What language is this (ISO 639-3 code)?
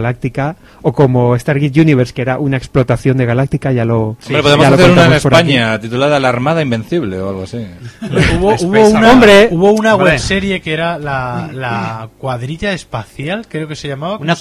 spa